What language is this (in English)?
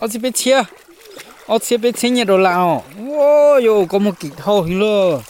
Hmong